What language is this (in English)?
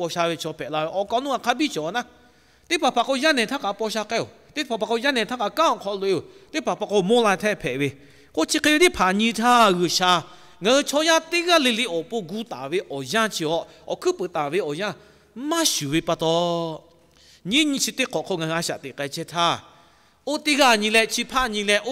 Lahu